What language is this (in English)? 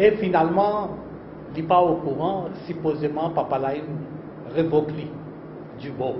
Morisyen